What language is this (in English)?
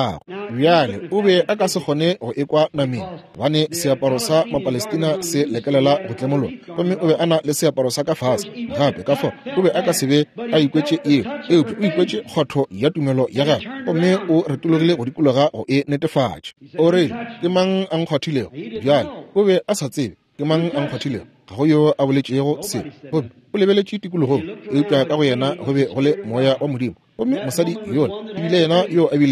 Northern Sotho